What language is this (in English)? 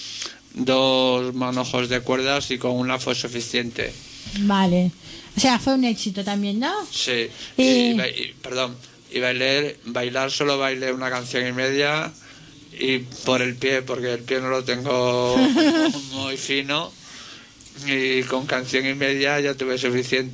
Spanish